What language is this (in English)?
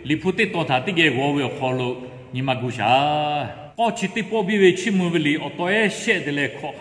Lahu